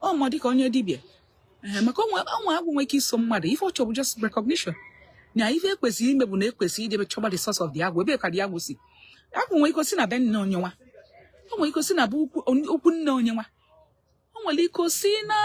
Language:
Igbo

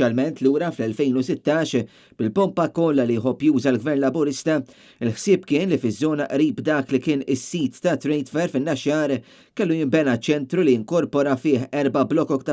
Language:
Maltese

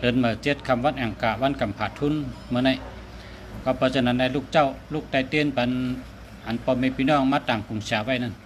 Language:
Shan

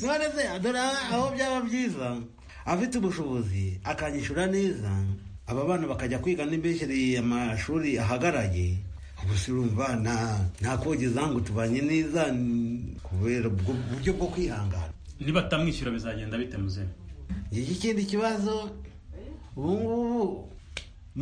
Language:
Kinyarwanda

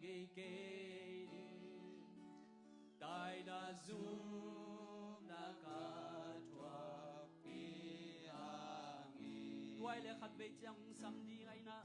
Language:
Tedim Chin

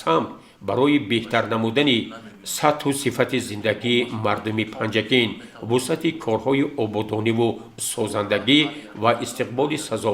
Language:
Tajik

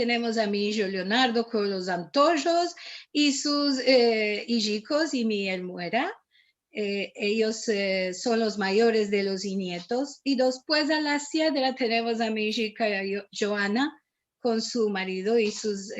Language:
Ladino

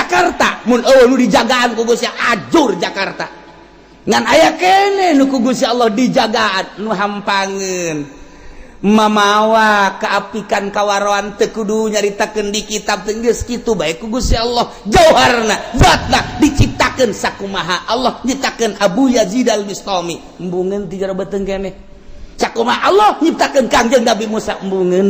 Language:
Sundanese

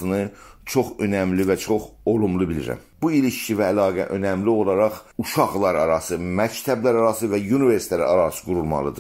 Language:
South Azerbaijani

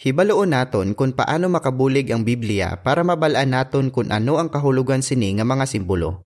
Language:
Hiligaynon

